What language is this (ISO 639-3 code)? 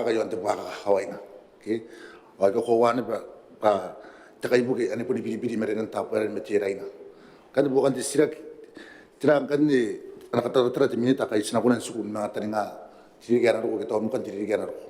gil